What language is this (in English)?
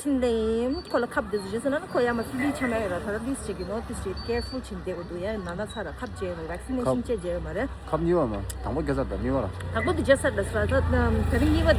Tibetan